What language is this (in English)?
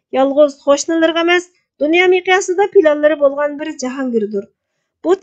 Uyghur